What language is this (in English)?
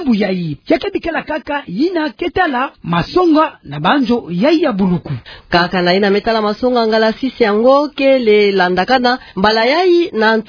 Kituba (Democratic Republic of Congo)